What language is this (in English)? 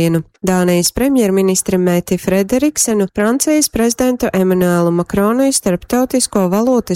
Latgalian